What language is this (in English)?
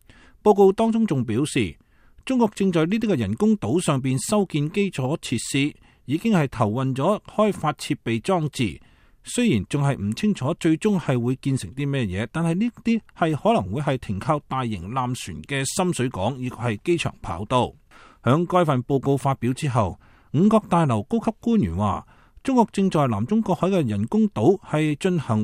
Cantonese